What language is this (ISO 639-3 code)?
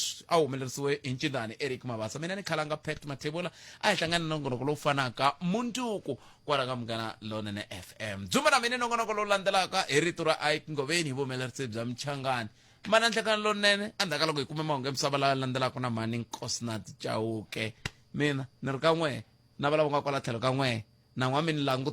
tso